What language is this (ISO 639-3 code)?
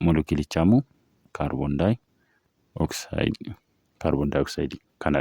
orm